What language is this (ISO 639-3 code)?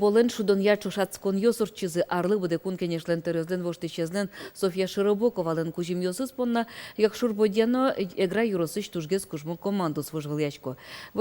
udm